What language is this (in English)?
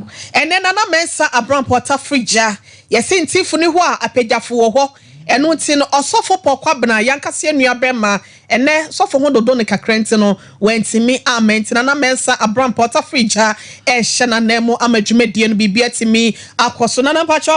Akan